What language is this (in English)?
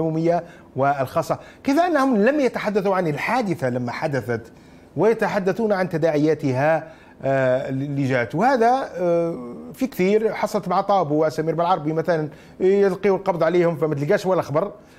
Arabic